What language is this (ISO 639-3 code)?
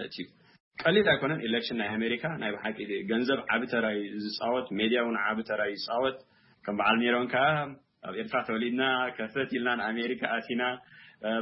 tir